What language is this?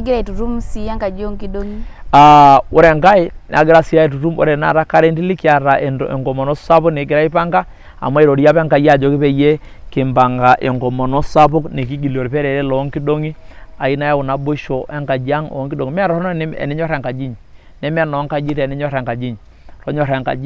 Masai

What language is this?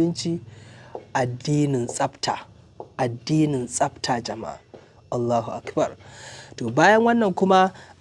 Hausa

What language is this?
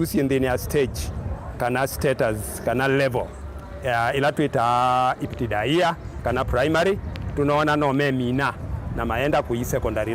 Kamba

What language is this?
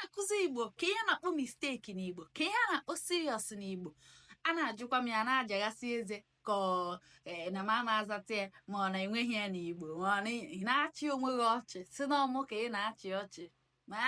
Igbo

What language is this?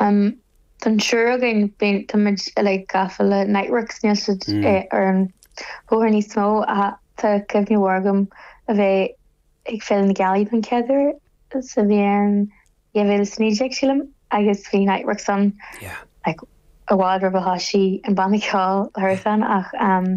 Irish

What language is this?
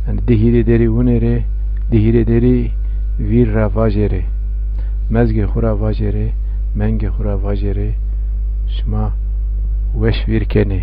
Zaza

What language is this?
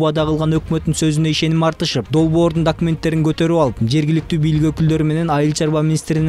Kyrgyz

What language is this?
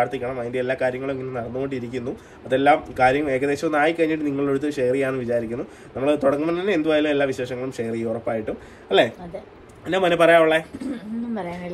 Malayalam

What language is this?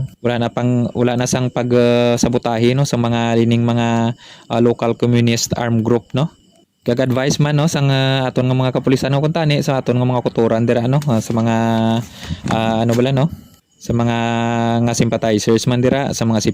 Hiligaynon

